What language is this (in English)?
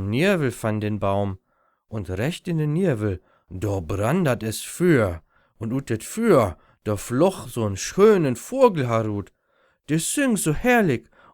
Low German